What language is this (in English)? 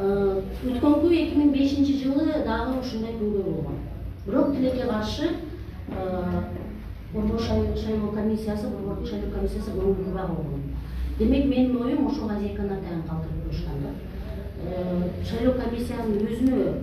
Kyrgyz